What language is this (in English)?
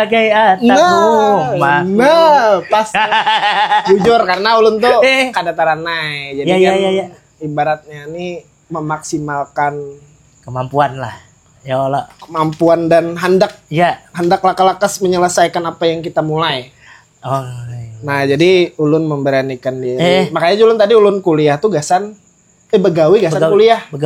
Banjar